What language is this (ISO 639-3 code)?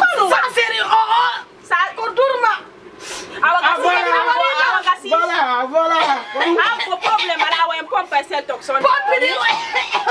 ful